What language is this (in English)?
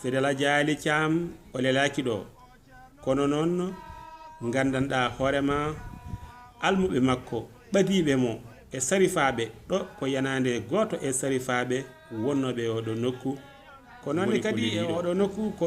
Fula